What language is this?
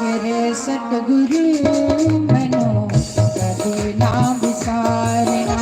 Dogri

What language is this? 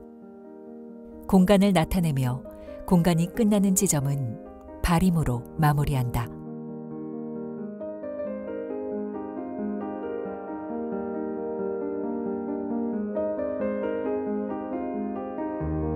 Korean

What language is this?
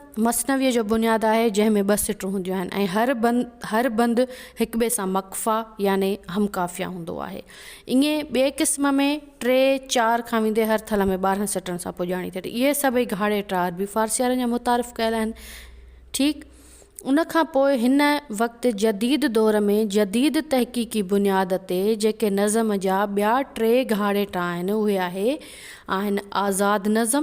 Sindhi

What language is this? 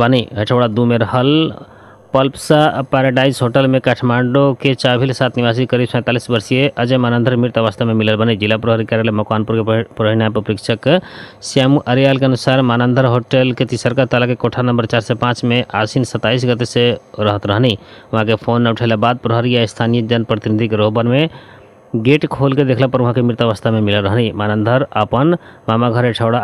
Bhojpuri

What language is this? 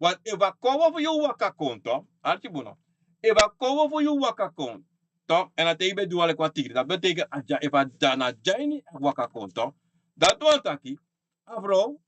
Sranan Tongo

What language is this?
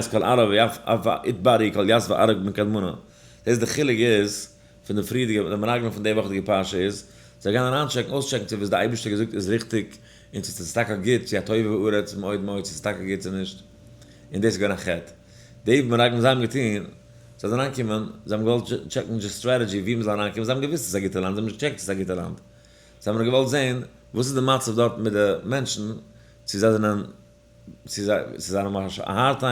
Yiddish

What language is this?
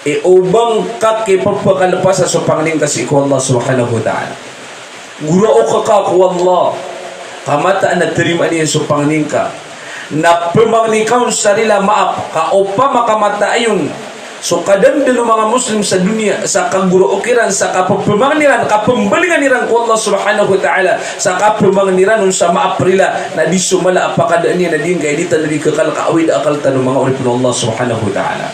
Maranao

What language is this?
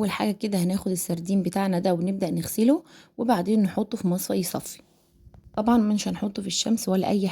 Egyptian Arabic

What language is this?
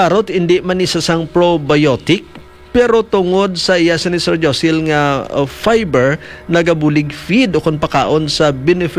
Hiligaynon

